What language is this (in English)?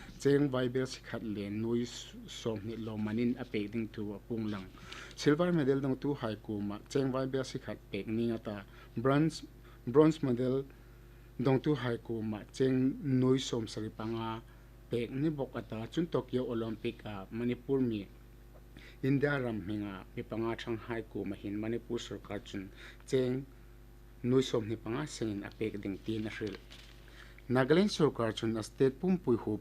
Hmar